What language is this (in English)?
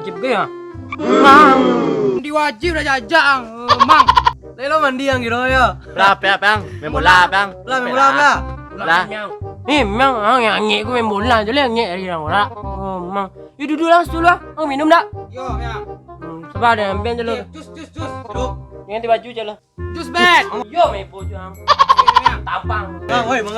Minangkabau